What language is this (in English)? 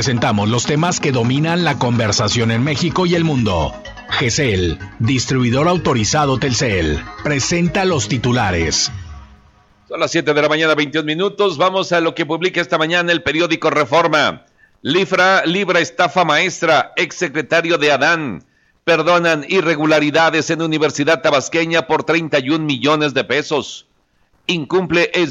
Spanish